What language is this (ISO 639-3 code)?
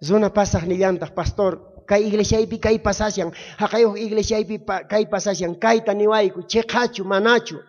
quh